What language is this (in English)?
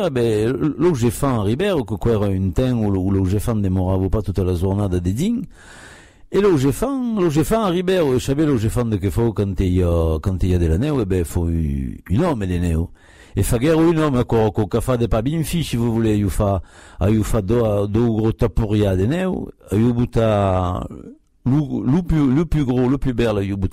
Occitan